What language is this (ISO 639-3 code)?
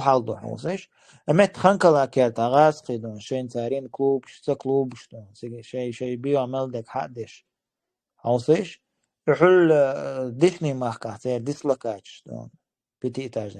che